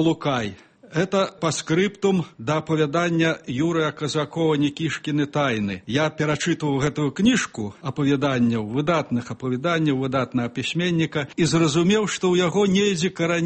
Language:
Belarusian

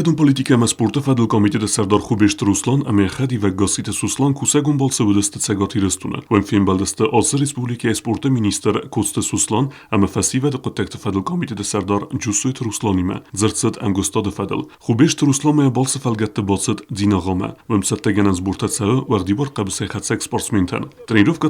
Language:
Ossetic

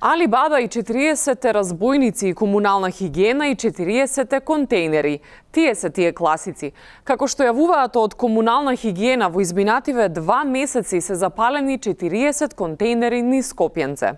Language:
Macedonian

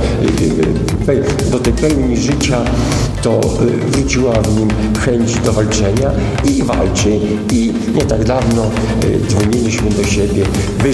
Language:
Polish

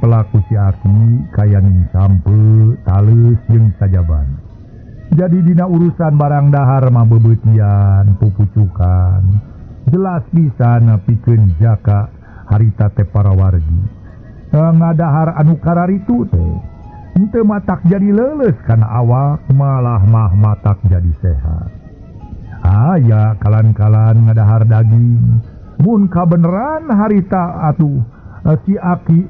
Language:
Sundanese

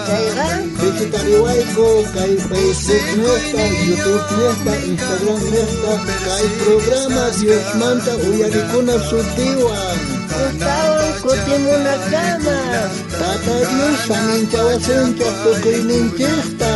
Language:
South Bolivian Quechua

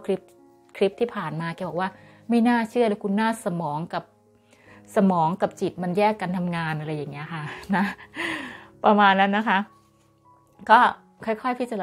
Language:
Thai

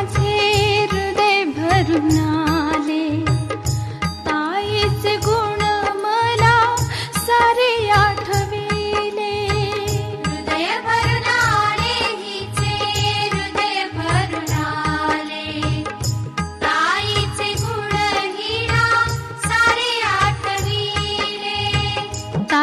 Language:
Marathi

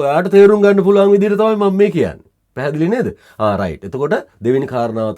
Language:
Sinhala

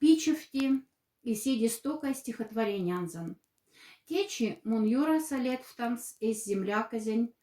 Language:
Moksha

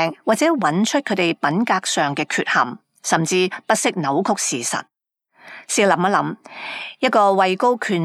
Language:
Cantonese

